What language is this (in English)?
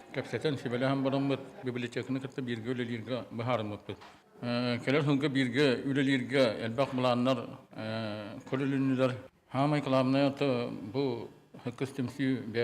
Yakut